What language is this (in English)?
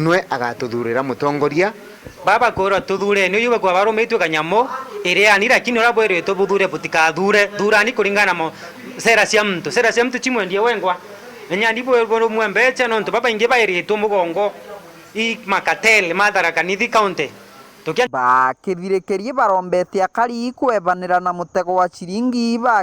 Meru